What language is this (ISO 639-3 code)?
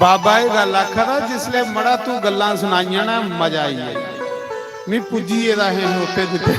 doi